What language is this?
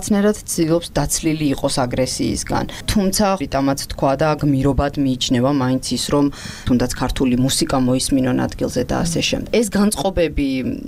Georgian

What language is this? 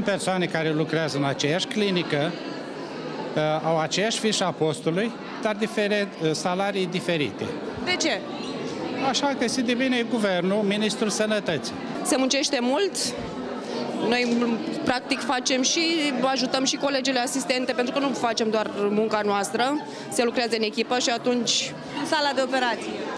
Romanian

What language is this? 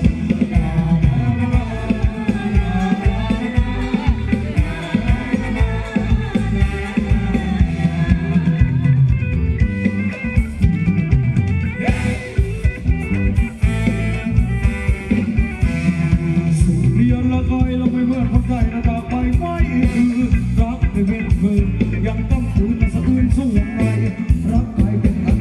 Thai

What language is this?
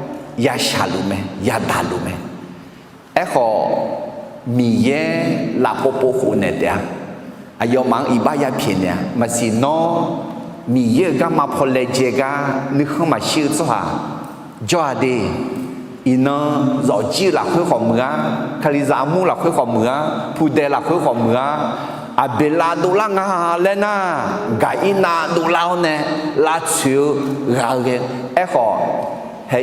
Akha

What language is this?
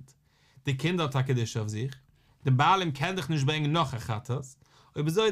Yiddish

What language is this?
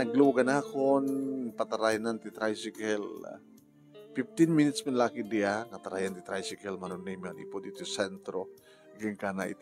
Iloko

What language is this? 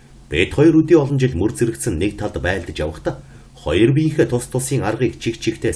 Mongolian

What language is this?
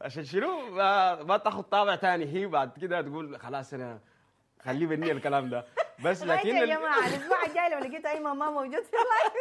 Sudanese Arabic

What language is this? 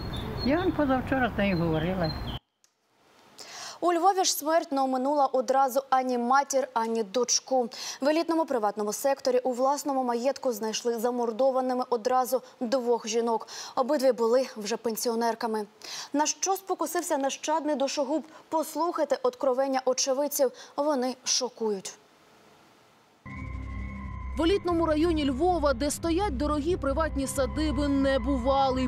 Ukrainian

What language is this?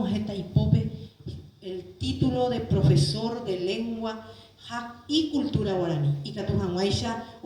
Guarani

